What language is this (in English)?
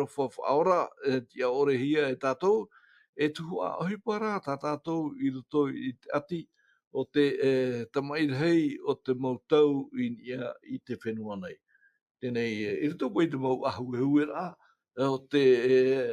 Tahitian